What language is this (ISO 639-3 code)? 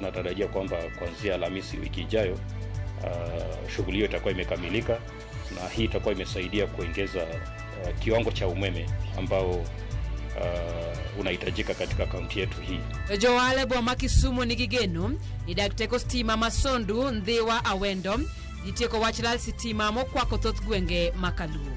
luo